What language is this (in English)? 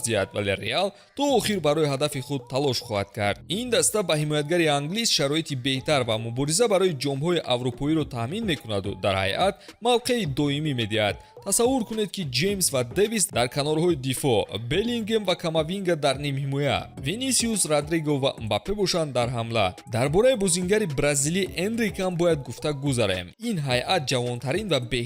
Tajik